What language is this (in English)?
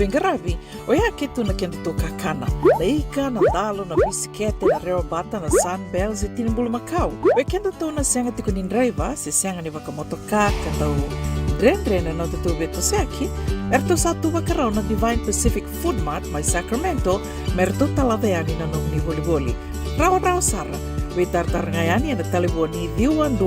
Fijian